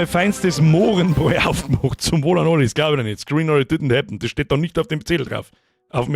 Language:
Bavarian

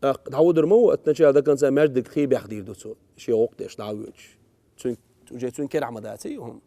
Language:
Chechen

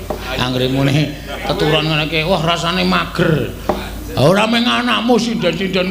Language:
Javanese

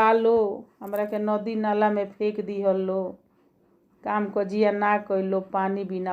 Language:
Bhojpuri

